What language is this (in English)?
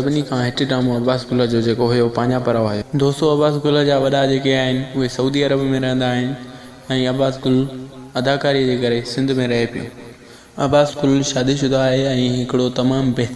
Sindhi